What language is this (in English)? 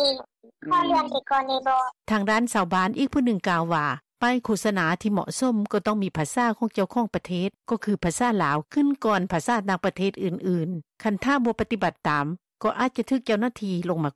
Lao